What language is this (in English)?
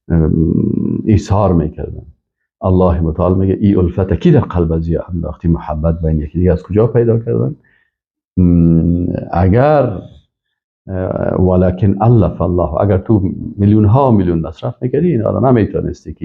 Persian